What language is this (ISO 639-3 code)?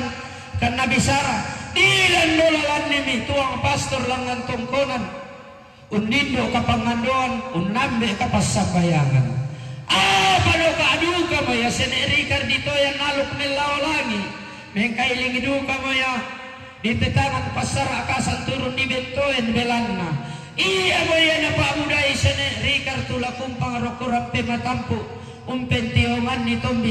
sda